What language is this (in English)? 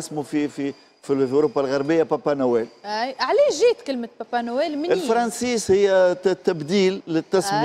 Tunisian Arabic